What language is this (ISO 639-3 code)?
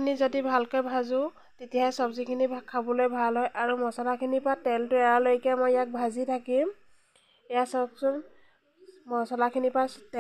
asm